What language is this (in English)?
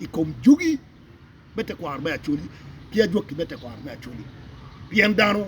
Acoli